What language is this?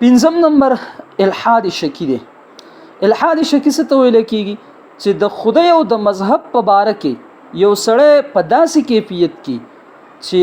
Pashto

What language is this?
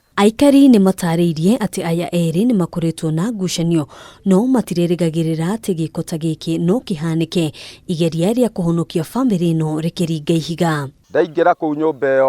Kikuyu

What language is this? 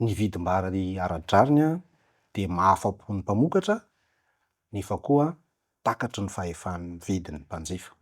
Malagasy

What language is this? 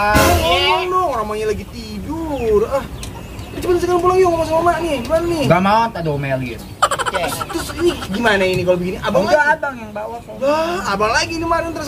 Betawi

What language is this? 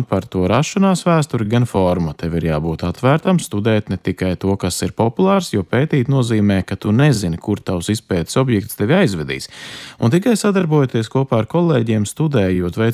Latvian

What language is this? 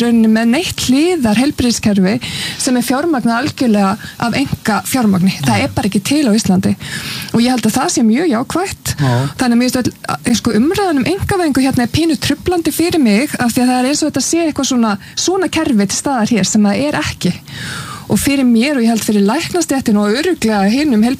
Icelandic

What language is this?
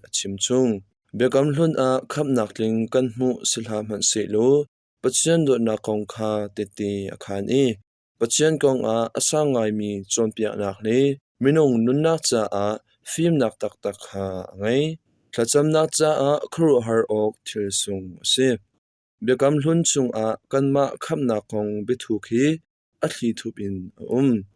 Hakha Chin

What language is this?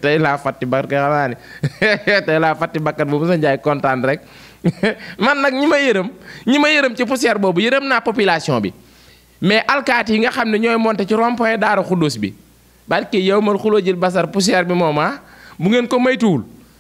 Wolof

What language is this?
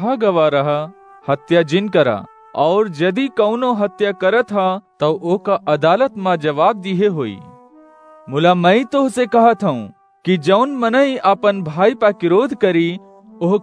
Awadhi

